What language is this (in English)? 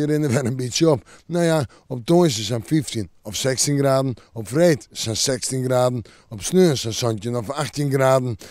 Western Frisian